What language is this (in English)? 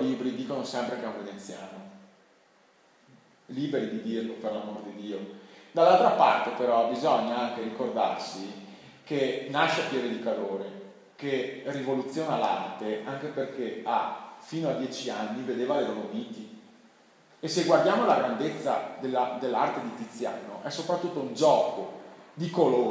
Italian